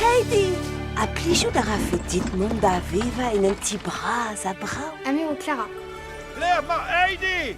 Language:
Breton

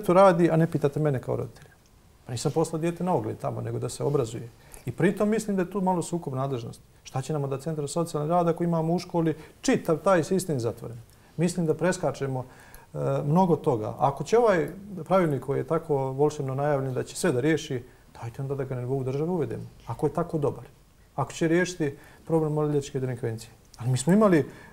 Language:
Bosnian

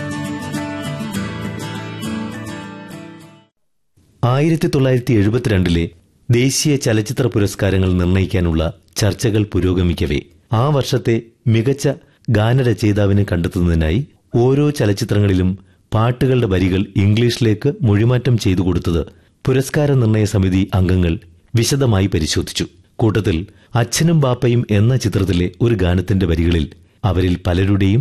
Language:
Malayalam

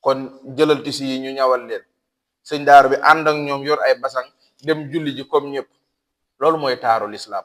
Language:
Wolof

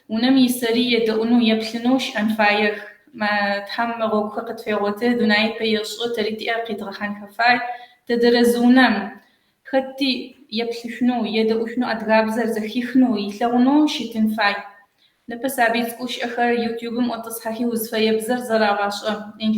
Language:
Kabardian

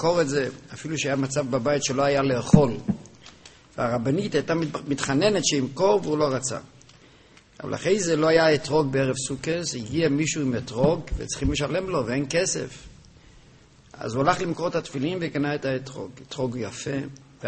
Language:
Hebrew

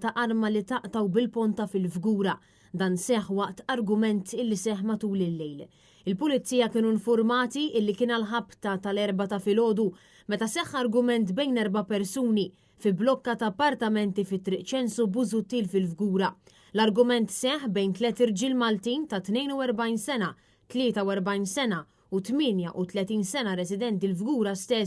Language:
Maltese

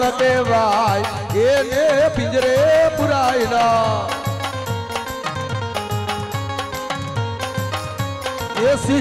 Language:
Gujarati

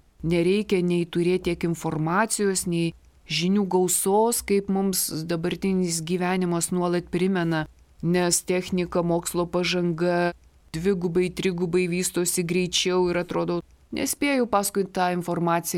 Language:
Lithuanian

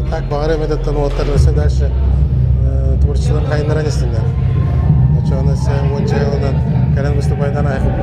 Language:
Yakut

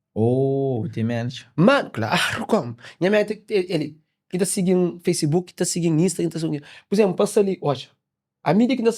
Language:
Kabuverdianu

